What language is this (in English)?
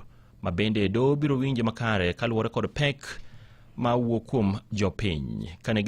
Luo (Kenya and Tanzania)